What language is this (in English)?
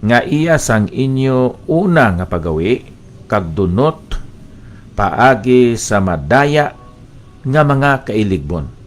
Hiligaynon